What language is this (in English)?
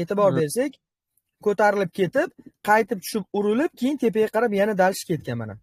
Uzbek